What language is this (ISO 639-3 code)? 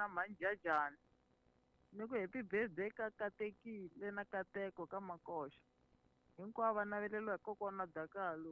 tso